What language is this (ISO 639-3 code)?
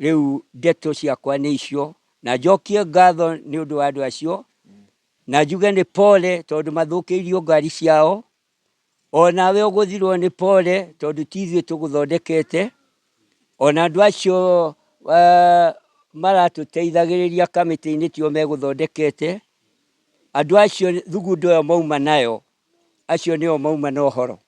kik